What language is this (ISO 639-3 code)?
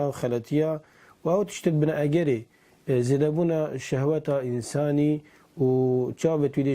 kur